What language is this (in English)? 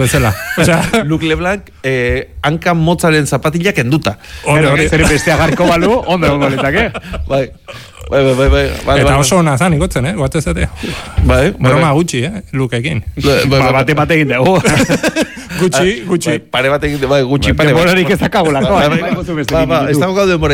Basque